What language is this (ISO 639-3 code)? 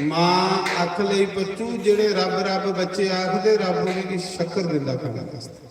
doi